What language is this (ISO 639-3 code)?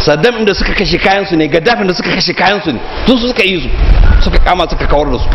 hau